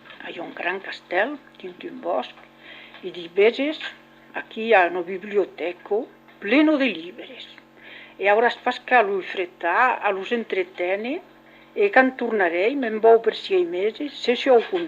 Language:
Occitan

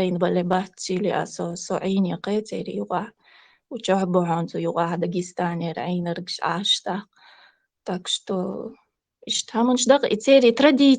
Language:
Chechen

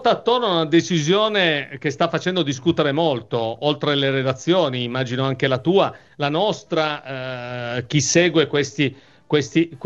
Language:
Italian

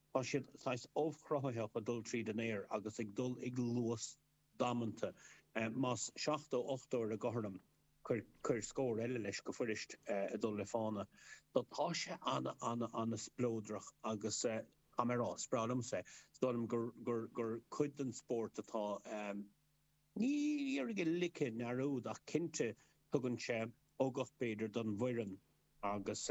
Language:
Irish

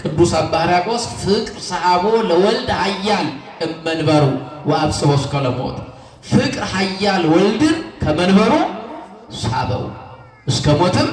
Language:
Amharic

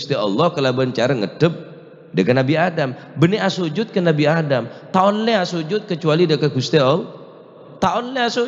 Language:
Madurese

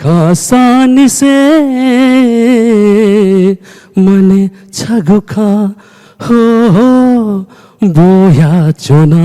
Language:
Newari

